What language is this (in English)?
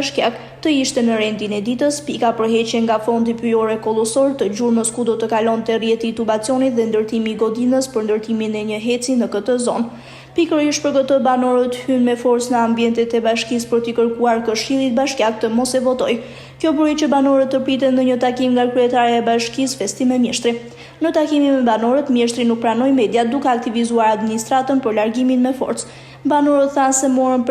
Albanian